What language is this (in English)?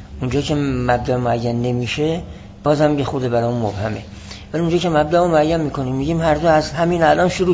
Persian